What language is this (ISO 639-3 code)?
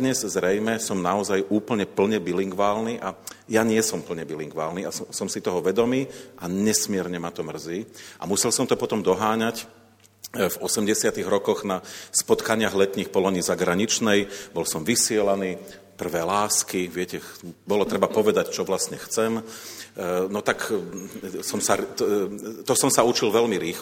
slk